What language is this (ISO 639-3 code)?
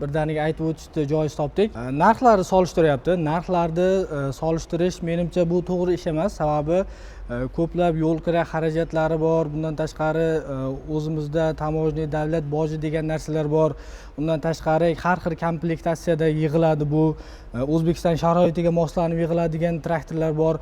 uzb